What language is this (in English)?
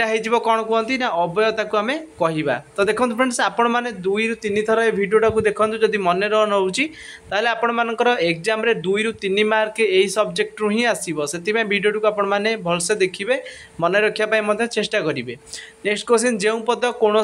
Odia